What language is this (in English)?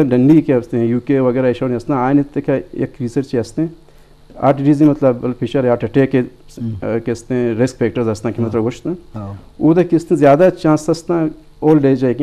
Eastern Balochi